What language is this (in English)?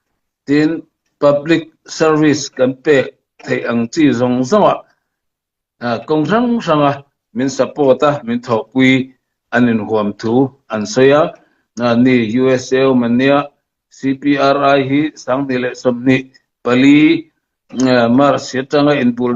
Hakha Chin